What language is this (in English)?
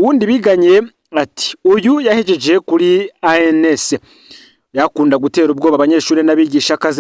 Rundi